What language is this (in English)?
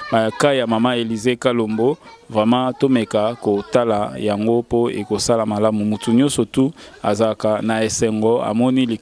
Lingala